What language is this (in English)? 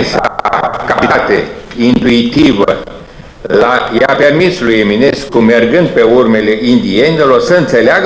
Romanian